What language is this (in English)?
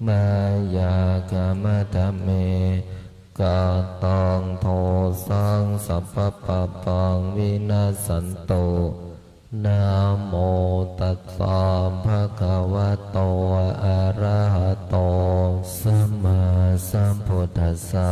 Pali